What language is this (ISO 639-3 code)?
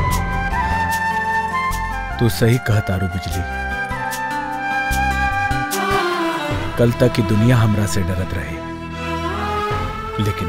bho